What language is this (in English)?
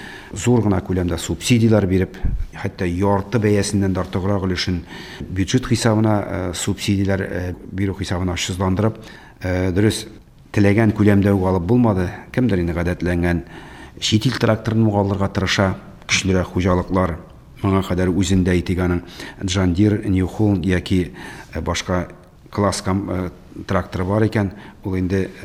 Tatar